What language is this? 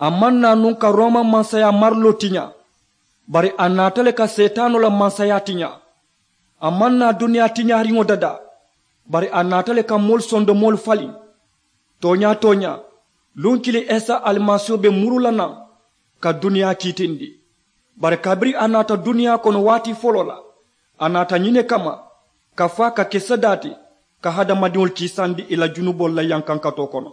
Mandingo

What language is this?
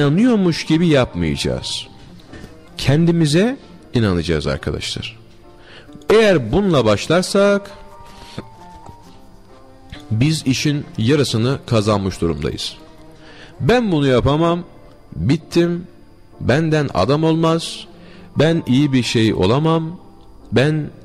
Turkish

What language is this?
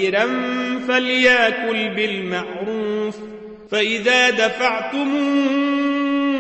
Arabic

